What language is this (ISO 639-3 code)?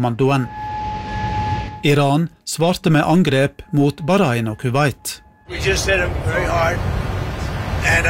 nor